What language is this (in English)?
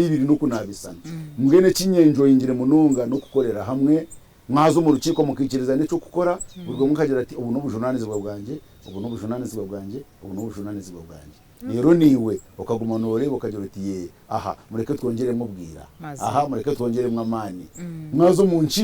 Nyankole